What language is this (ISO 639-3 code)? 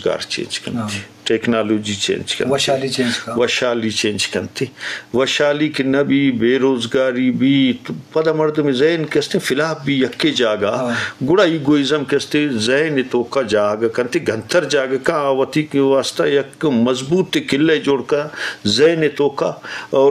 bgp